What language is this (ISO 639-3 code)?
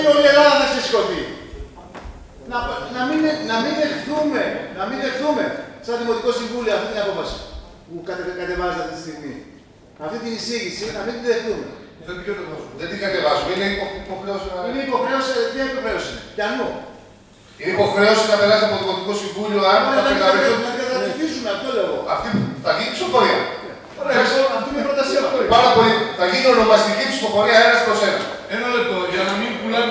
ell